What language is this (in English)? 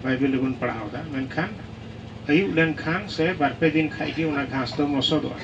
Santali